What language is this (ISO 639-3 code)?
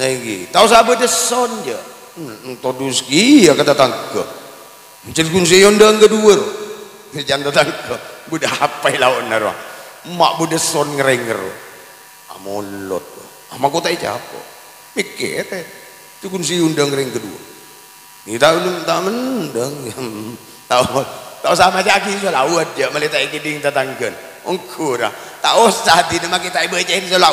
mad